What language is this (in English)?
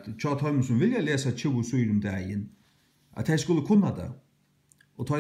Faroese